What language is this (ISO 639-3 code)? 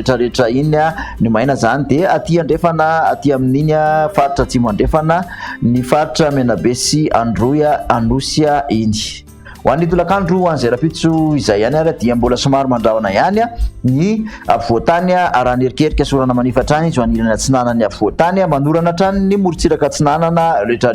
mlg